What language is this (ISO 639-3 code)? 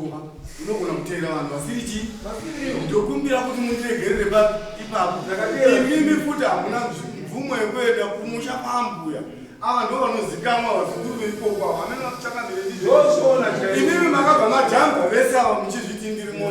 sna